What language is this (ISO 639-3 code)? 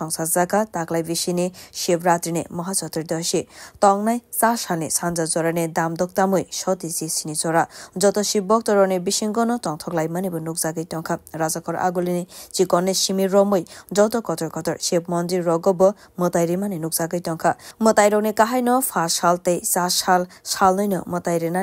trp